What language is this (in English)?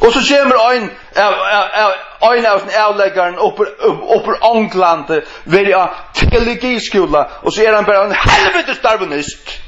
Faroese